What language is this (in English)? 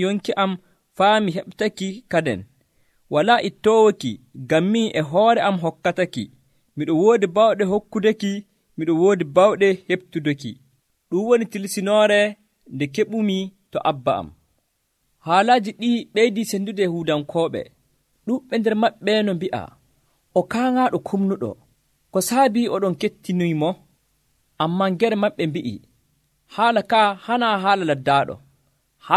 Nigerian Fulfulde